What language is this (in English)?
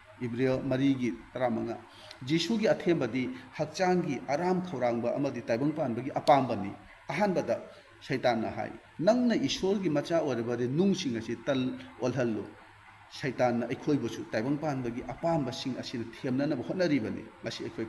Manipuri